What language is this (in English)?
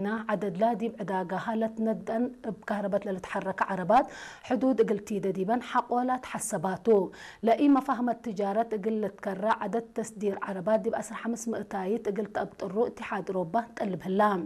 Tigre